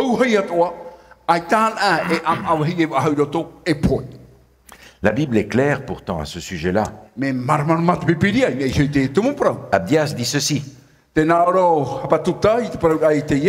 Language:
Tahitian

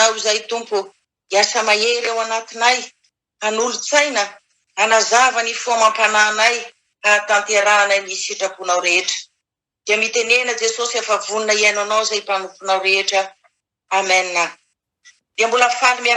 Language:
Malagasy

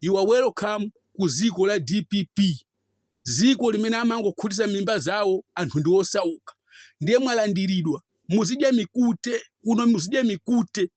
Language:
Nyanja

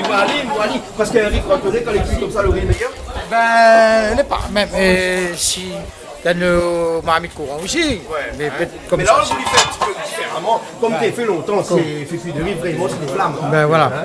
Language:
Réunion Creole French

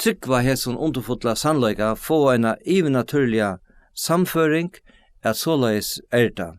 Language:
Faroese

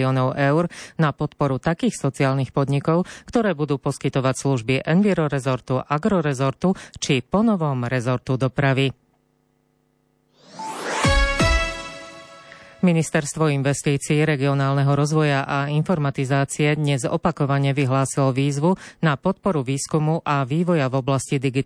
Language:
Slovak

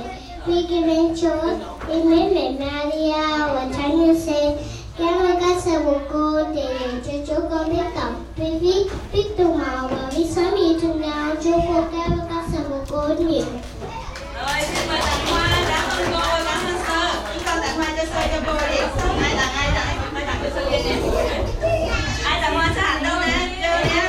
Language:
Vietnamese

